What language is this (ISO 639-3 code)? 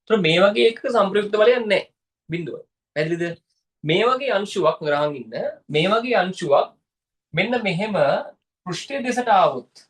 sin